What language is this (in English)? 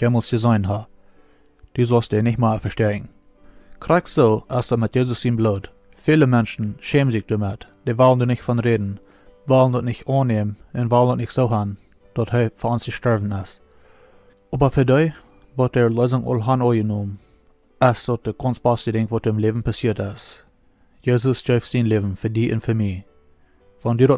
Plautdietsch